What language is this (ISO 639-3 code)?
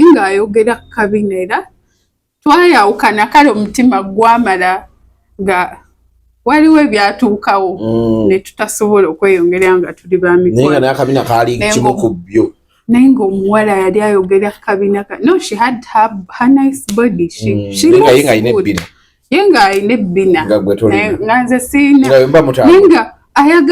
lug